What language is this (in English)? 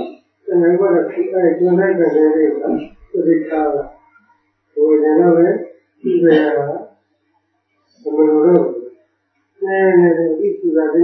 Burmese